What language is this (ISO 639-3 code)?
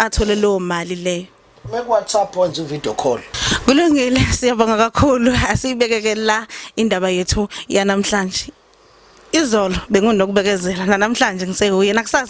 zul